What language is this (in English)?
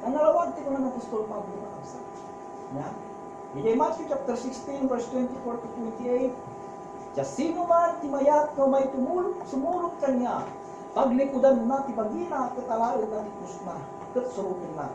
Iloko